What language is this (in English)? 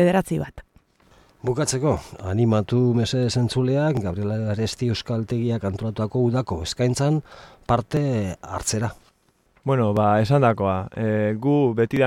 Basque